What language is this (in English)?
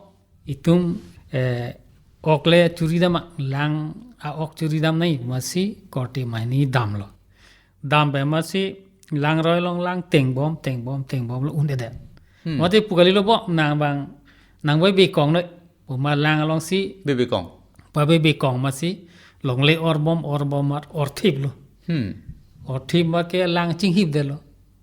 Karbi